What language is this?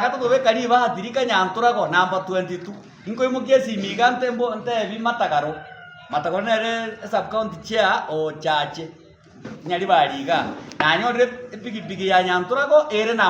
Gusii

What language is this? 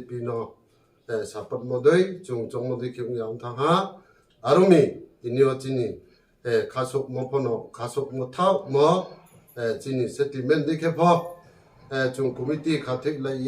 Riang (India)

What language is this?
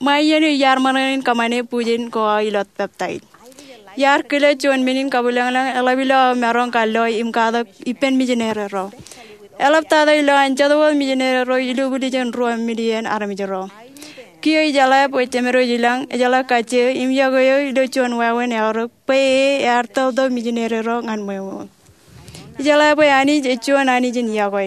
Marshallese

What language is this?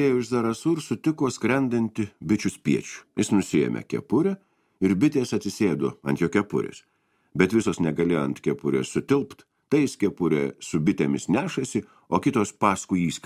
Lithuanian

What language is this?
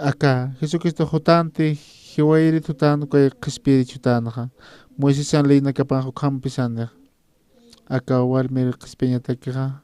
Aymara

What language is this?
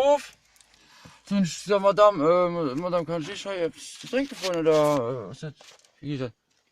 Luxembourgish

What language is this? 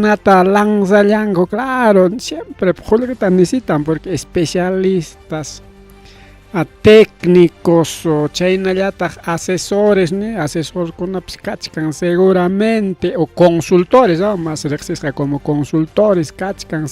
Ayacucho Quechua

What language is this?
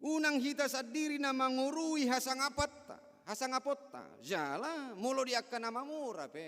Batak Toba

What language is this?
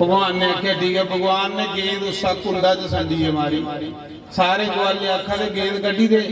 Dogri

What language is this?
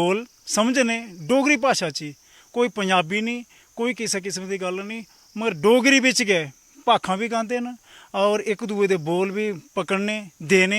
Dogri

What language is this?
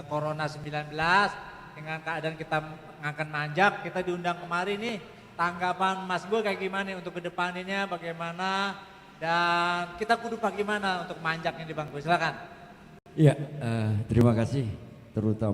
Betawi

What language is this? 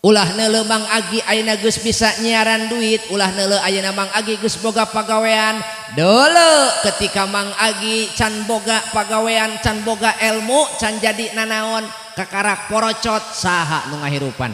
Sundanese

